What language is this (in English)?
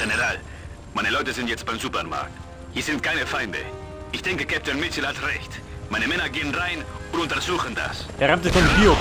Bavarian